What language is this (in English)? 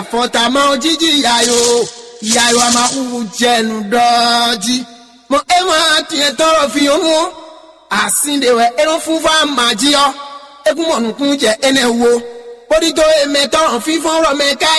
Fon